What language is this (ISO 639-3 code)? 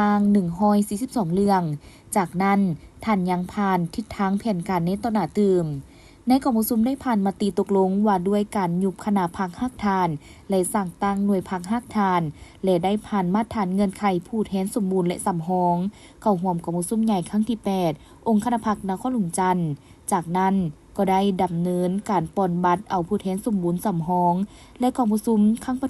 lao